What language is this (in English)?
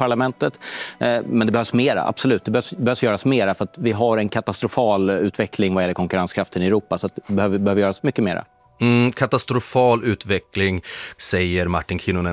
Swedish